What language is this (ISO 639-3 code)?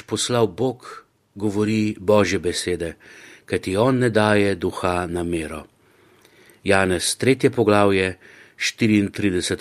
slv